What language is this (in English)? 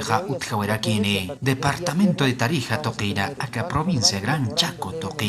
Aymara